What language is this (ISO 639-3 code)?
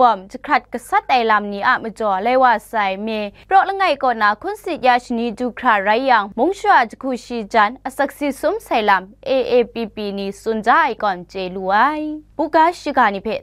kac